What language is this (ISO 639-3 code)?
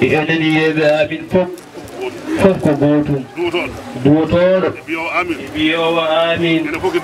ful